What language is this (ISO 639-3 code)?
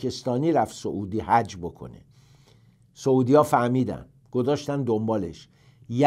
fas